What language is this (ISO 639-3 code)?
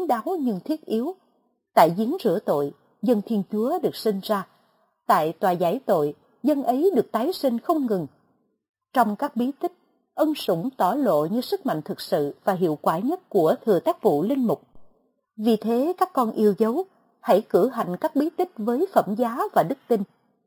vie